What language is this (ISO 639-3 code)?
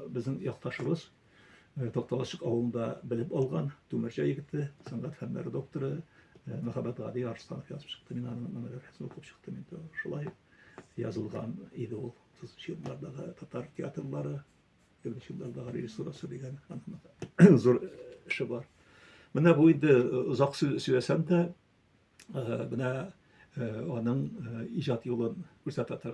tat